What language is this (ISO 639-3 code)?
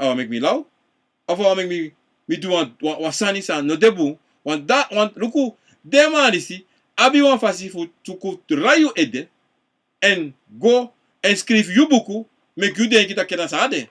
srn